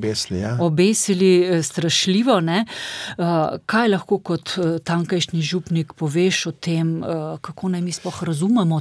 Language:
Slovenian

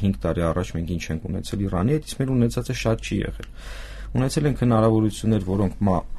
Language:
Armenian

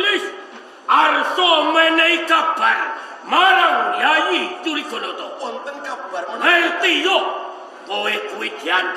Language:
Javanese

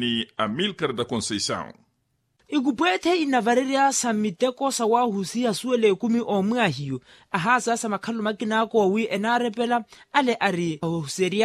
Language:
Makhuwa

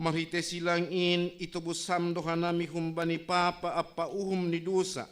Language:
Batak Simalungun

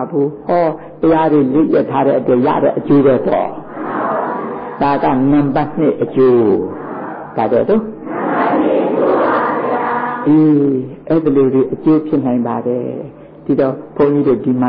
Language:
Burmese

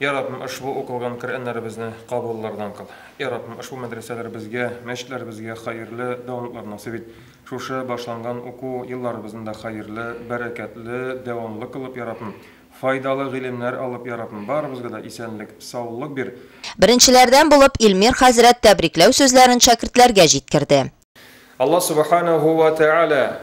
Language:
Tatar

